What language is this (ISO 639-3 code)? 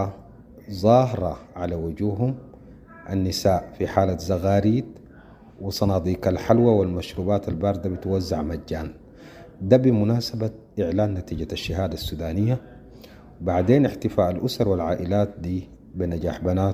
apd